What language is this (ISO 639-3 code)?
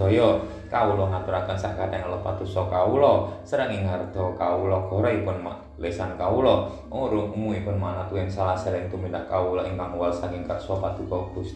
jav